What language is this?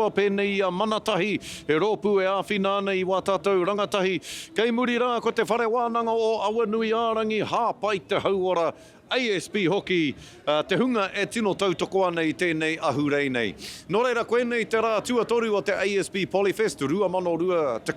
Māori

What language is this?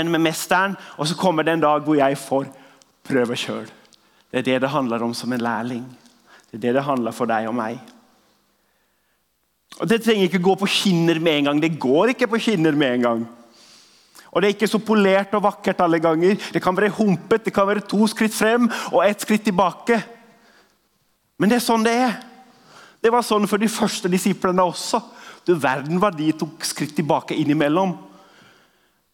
Norwegian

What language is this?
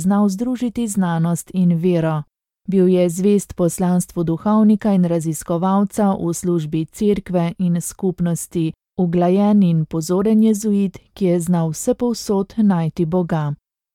Slovenian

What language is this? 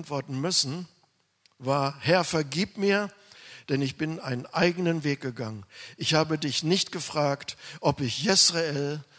German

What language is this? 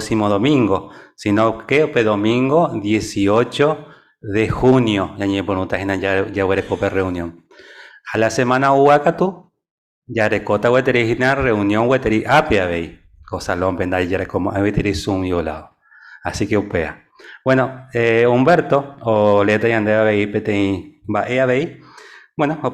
Guarani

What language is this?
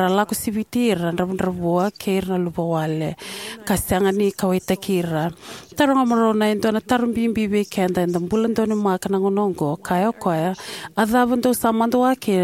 Fijian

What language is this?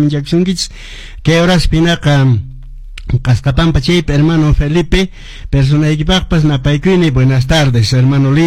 Quechua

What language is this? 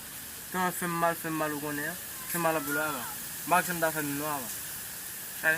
Haitian Creole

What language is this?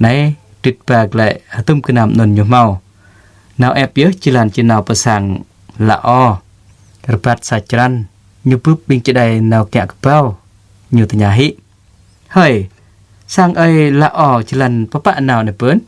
Jarai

